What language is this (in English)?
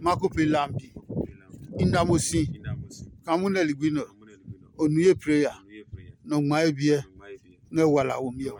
Adangme